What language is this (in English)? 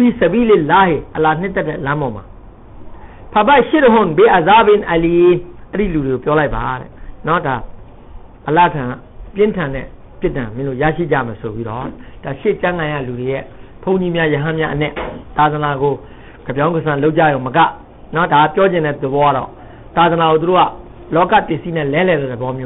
Burmese